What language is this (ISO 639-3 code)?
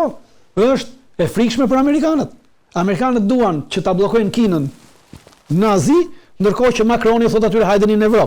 sqi